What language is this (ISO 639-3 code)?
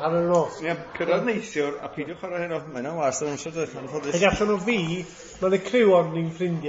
cym